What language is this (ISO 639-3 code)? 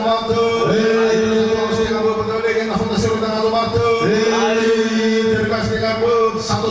nia